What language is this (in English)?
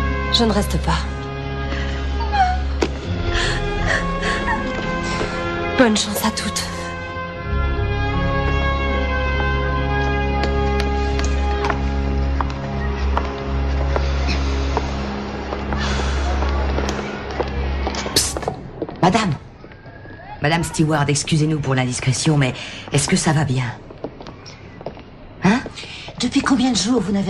French